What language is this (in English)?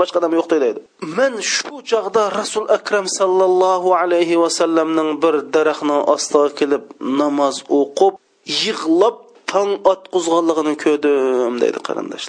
Uyghur